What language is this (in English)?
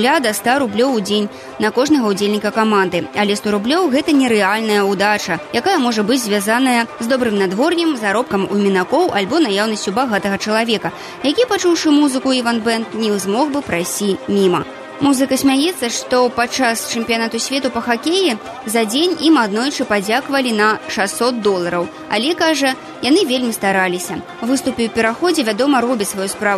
Belarusian